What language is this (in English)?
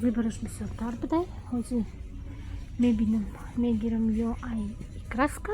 Tajik